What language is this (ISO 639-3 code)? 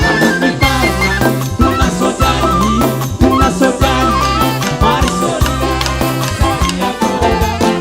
bts